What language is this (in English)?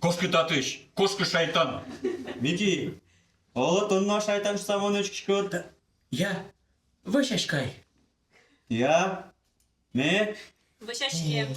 Udmurt